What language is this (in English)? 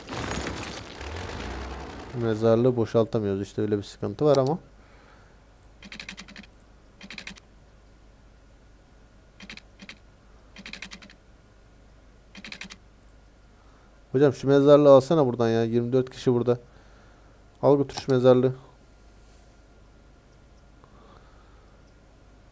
Turkish